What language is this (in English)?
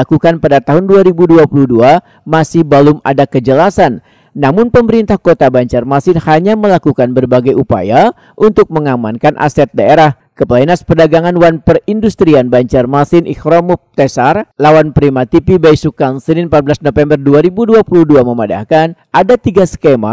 Banjar